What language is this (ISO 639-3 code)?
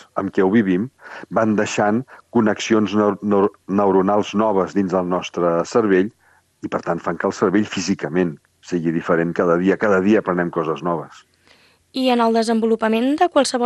cat